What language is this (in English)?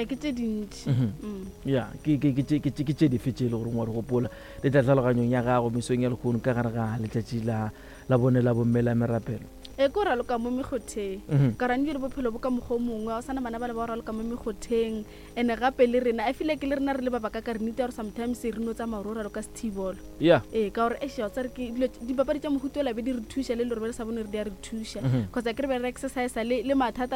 Northern Sotho